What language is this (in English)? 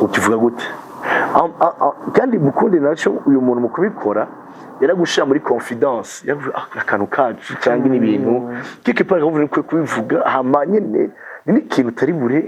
Rundi